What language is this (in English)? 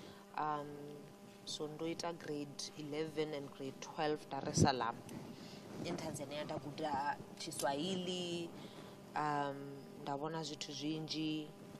Venda